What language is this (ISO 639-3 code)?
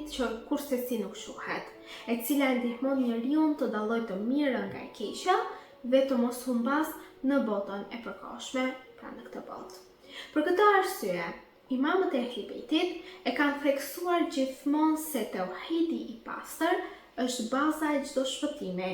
sqi